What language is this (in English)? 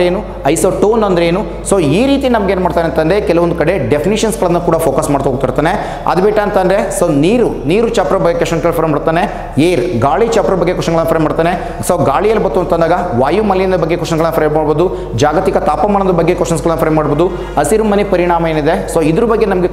Kannada